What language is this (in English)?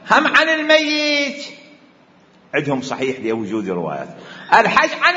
Arabic